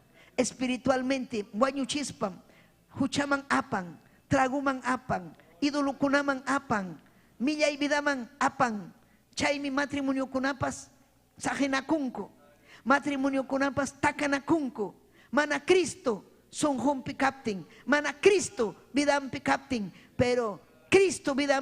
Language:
Ayacucho Quechua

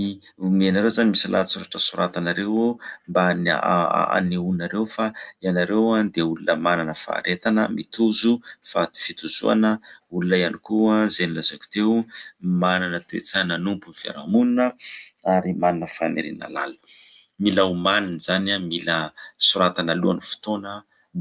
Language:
Malagasy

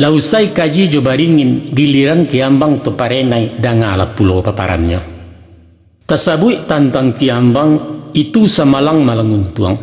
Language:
Minangkabau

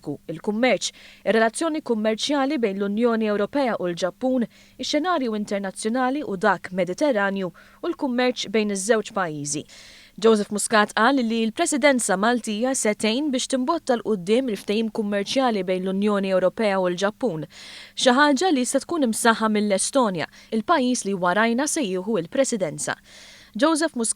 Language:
Maltese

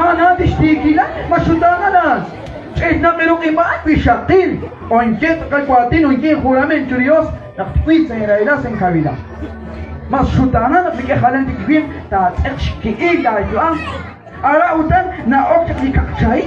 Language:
Kekchí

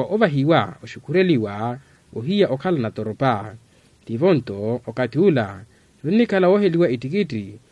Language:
Makhuwa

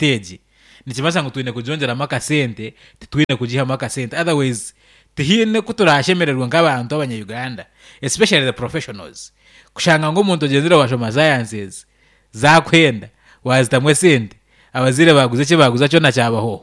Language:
Nyankole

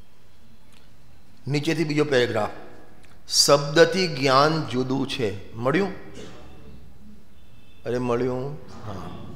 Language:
Gujarati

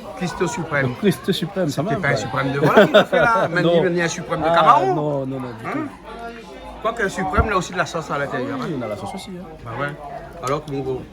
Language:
Réunion Creole French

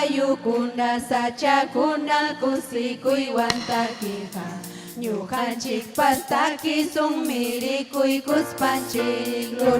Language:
Ayacucho Quechua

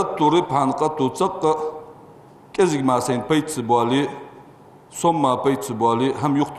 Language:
Ingush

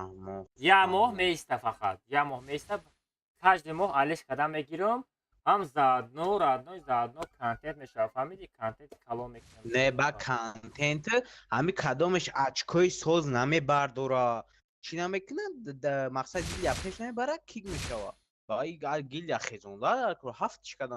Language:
Tajik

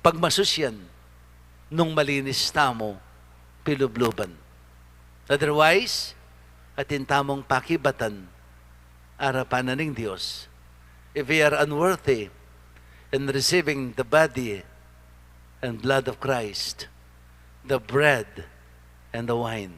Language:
Pampanga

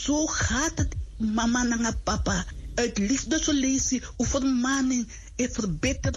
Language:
Sranan Tongo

